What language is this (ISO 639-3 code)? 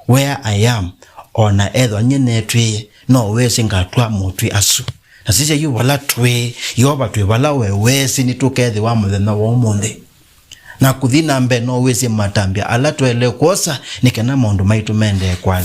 kam